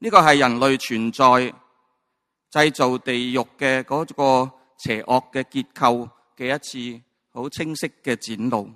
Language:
Cantonese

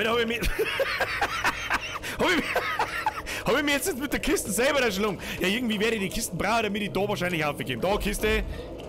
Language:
Bavarian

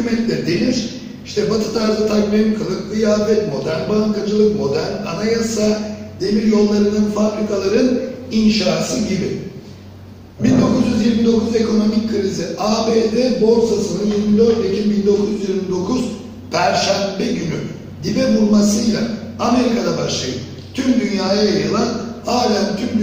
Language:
Turkish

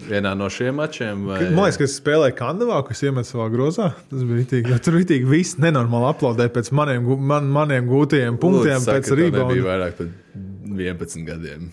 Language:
Latvian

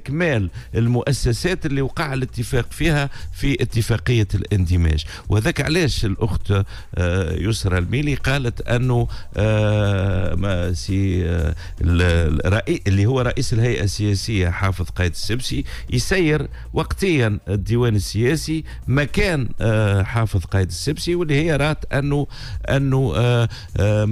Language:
Tunisian Arabic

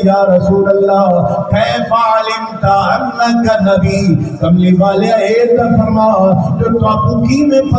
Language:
Saraiki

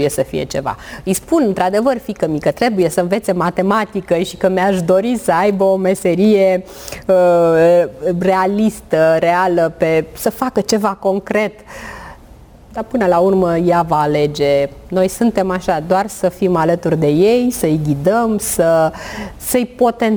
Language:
Romanian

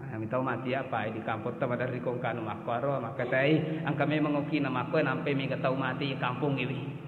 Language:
Buginese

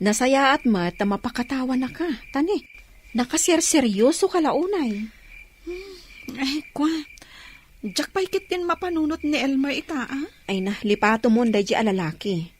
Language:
Iloko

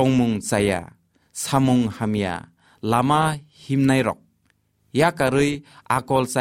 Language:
Kok Borok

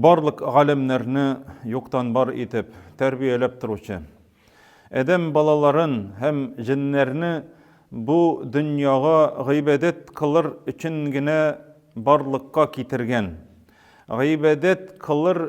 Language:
Tatar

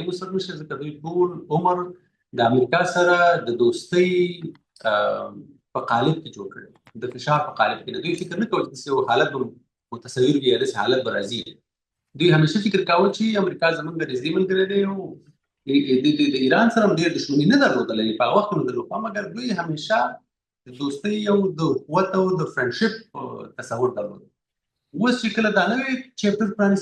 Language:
Pashto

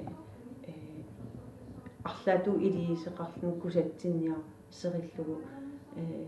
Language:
Kalaallisut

